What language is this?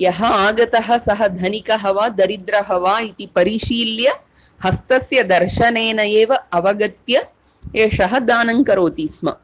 Sanskrit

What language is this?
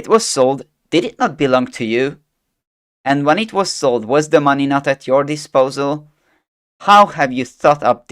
English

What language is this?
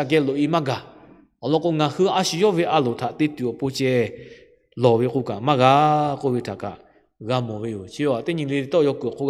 Lahu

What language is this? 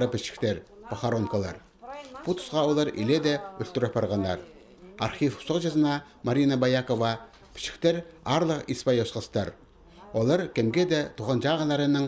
Khakas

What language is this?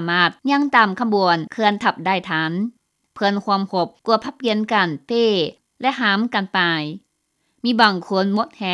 Lao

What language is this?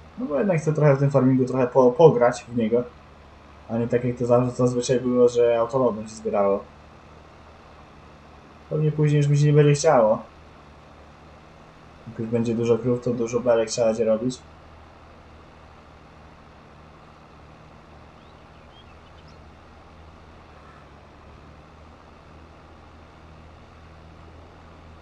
Polish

